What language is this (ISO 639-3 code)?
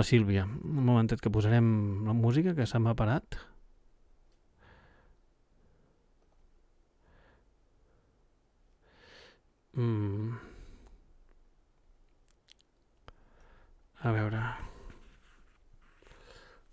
cat